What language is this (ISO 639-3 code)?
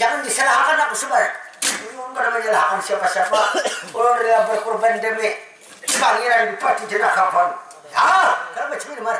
bjn